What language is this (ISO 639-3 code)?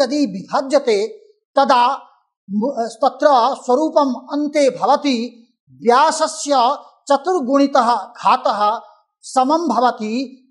san